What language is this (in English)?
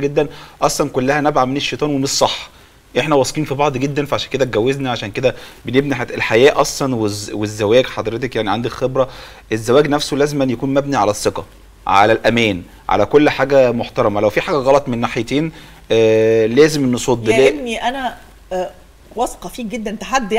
Egyptian Arabic